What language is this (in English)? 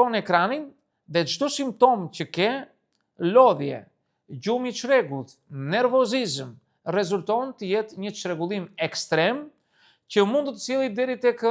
Albanian